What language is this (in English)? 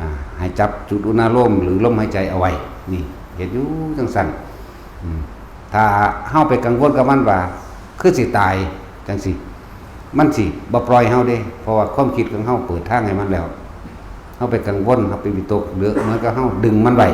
Northeastern Thai